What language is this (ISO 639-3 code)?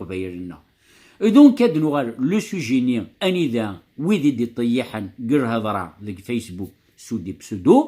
kab